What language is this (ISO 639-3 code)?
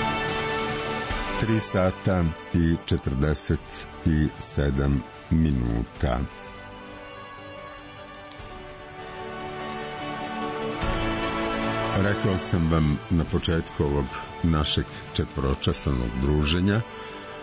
srp